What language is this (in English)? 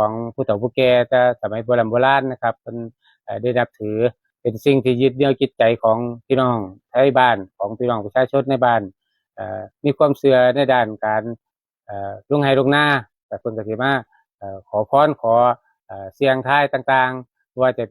Lao